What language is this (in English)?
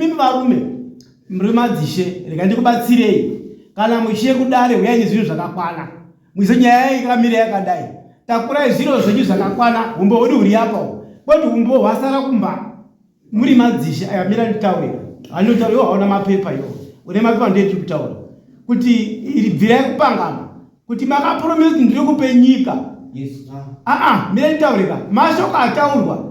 Shona